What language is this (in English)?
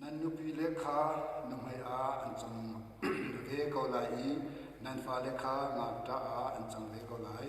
Hakha Chin